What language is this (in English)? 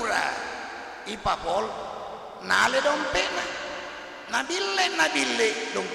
Buginese